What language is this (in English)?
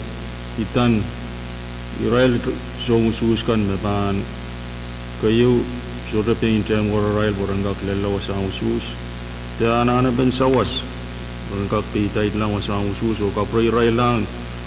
Pohnpeian